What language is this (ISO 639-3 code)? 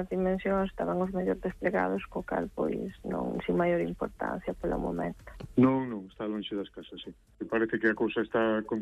glg